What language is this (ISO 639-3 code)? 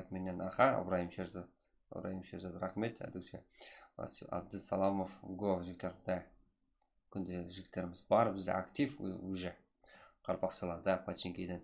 kaa